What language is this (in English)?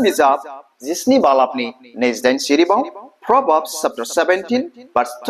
Bodo